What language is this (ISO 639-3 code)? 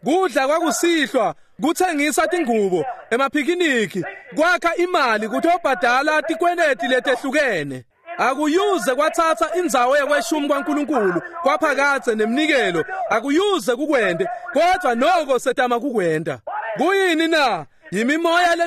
ssw